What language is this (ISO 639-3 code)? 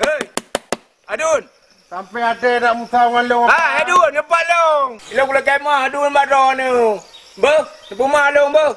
ace